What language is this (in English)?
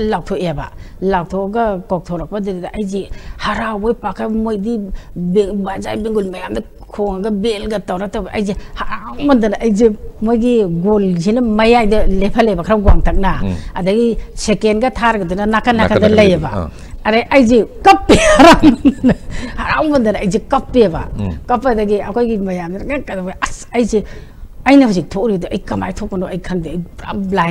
Manipuri